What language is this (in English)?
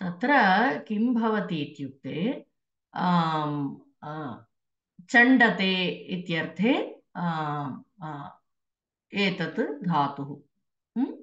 Sanskrit